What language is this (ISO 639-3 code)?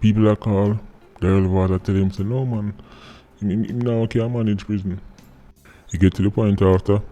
jam